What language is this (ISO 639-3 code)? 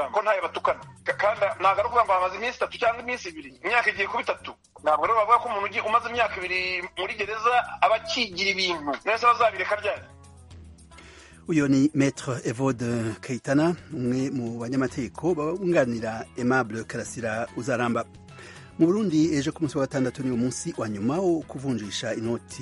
kin